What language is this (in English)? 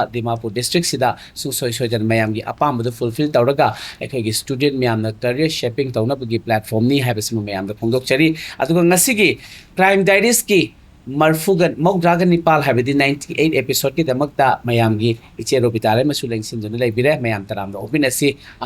Manipuri